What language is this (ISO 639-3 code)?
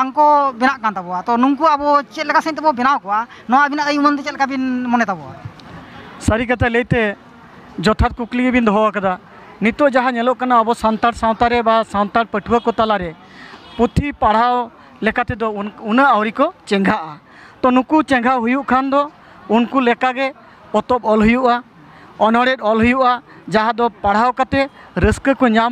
sat